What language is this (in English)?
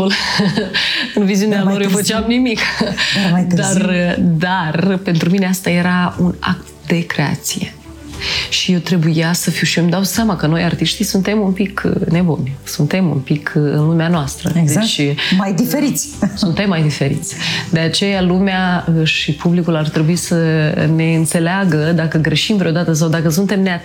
Romanian